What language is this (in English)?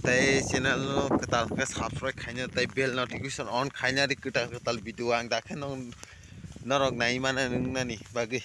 Kok Borok